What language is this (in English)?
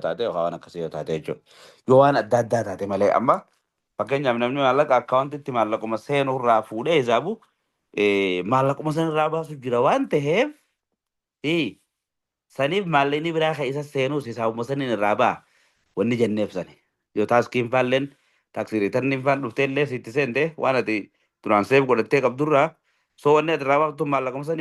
Oromo